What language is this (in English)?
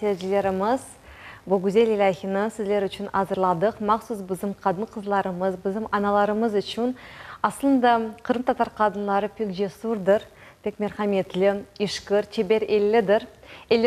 Crimean Tatar